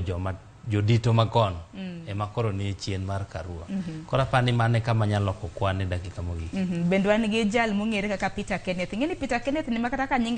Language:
Luo (Kenya and Tanzania)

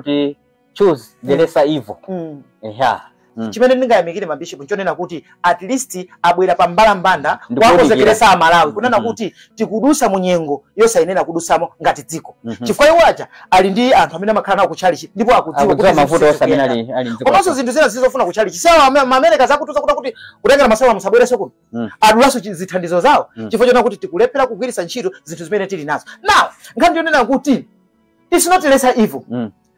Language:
Nyanja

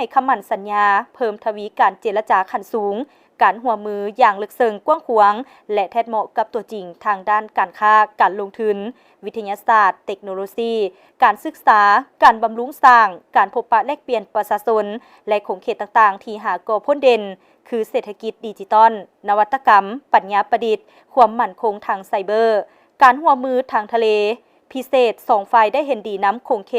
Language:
Lao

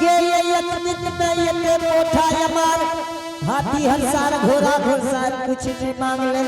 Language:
Angika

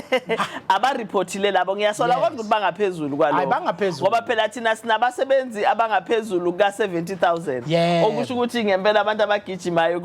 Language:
Zulu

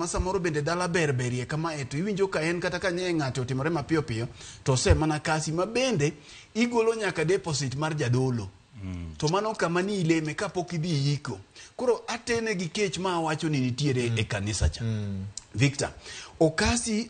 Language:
Luo (Kenya and Tanzania)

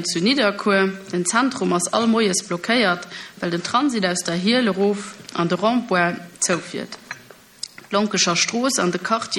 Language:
Luxembourgish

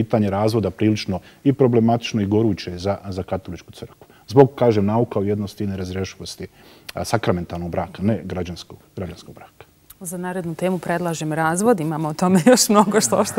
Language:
Bosnian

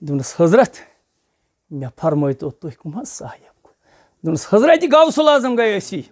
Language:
Kashmiri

